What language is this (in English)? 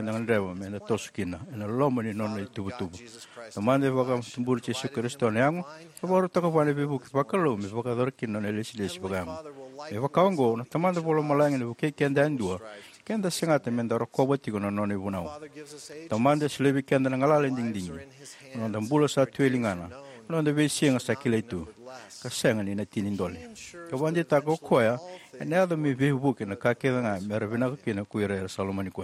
Fijian